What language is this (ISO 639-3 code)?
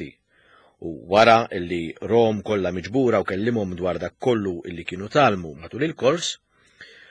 mlt